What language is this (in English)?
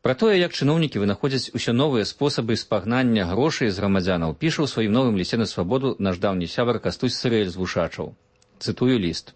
Belarusian